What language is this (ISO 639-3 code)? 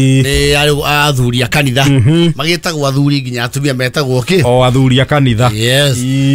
kik